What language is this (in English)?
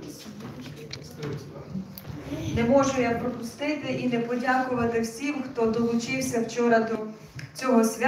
Ukrainian